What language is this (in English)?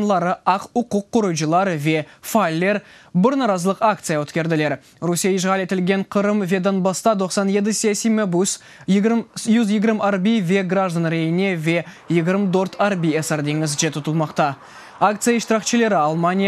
Crimean Tatar